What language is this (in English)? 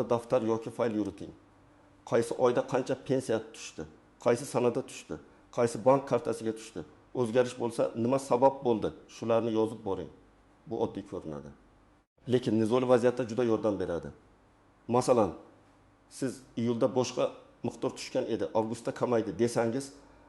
Uzbek